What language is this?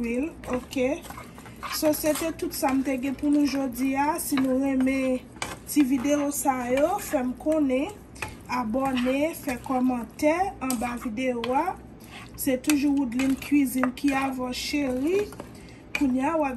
Haitian Creole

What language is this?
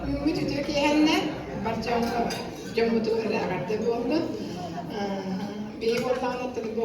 Yakut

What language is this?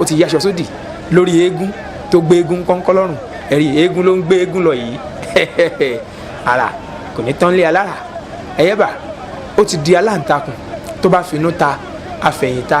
Yoruba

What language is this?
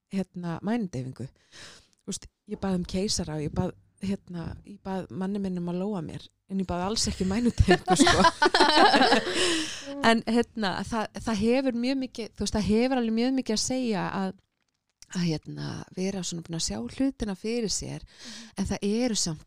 Icelandic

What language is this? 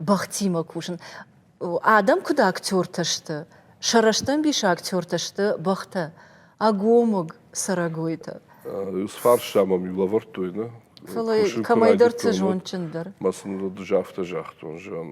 Ossetic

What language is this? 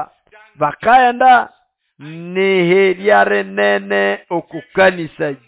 Nande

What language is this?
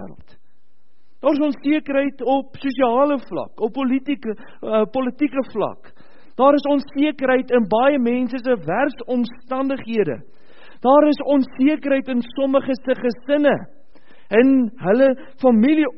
Afrikaans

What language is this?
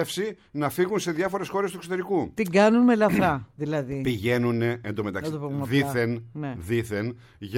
Greek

